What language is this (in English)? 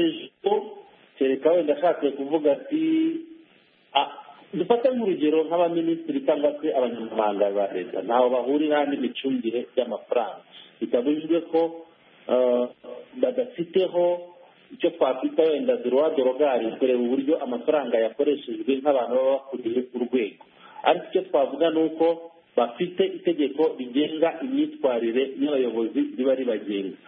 Kinyarwanda